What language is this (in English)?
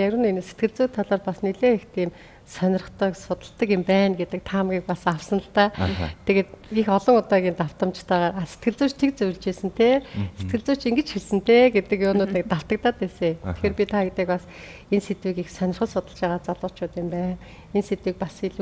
Mongolian